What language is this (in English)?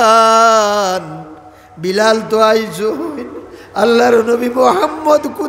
Sylheti